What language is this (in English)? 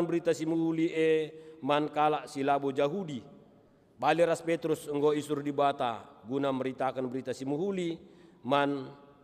Batak Karo